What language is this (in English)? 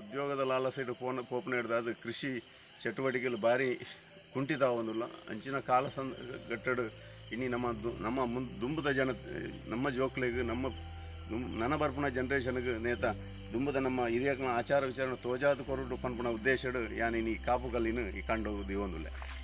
Tulu